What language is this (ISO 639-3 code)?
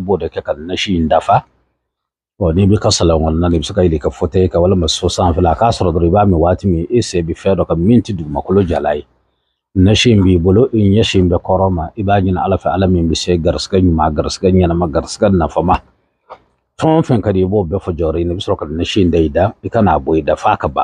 bam